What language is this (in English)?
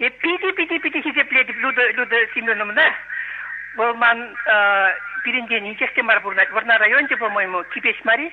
Chuvash